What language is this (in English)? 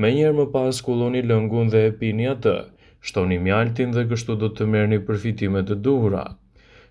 Albanian